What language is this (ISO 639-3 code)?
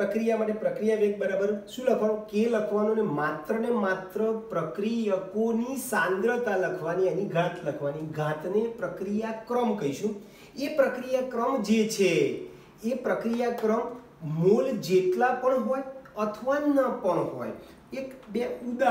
guj